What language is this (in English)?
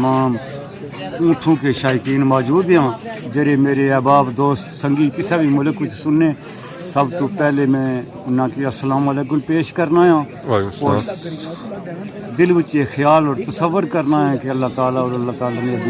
Pahari-Potwari